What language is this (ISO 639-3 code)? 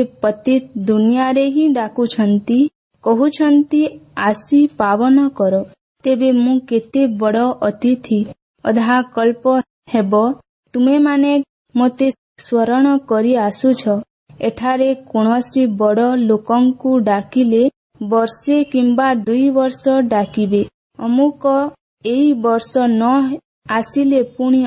ori